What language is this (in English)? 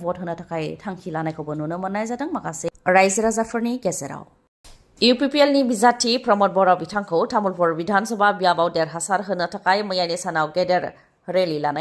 Bodo